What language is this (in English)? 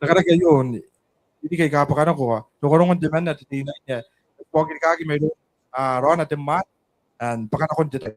Gilbertese